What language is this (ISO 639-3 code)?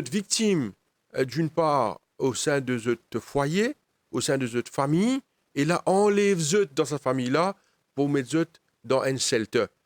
mfe